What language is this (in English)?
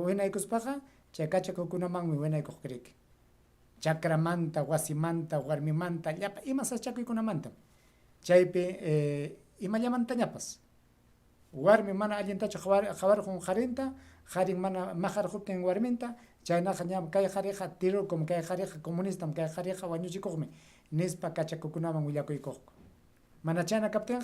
Ayacucho Quechua